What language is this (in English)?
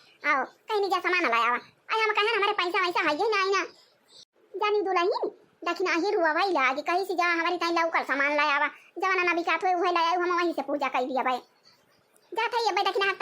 Awadhi